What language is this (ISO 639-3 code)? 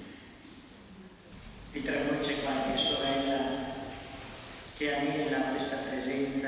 ita